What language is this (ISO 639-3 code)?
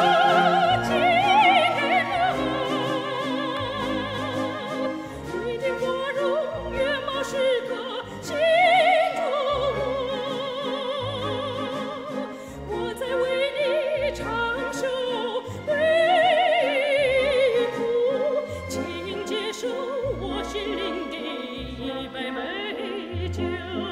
zho